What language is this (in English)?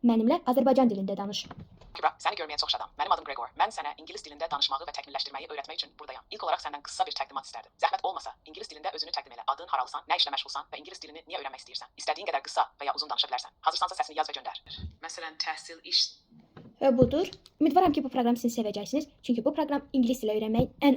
Azerbaijani